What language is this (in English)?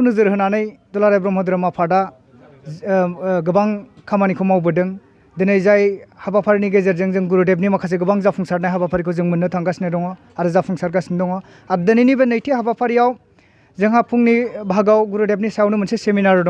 Bodo